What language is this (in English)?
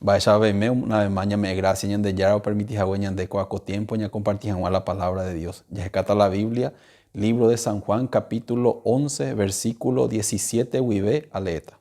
Guarani